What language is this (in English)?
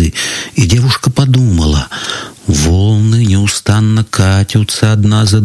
Russian